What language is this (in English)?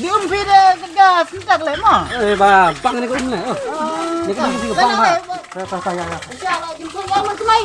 Khasi